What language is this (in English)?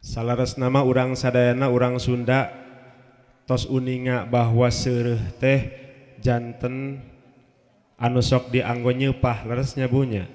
Sundanese